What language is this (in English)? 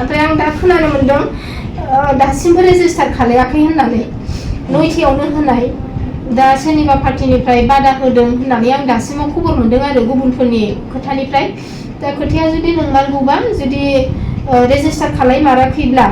Bodo